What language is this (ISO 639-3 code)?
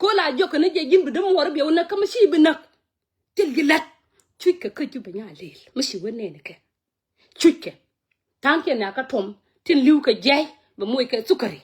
nus